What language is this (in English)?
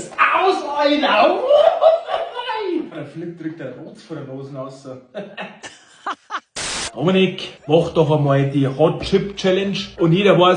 Bavarian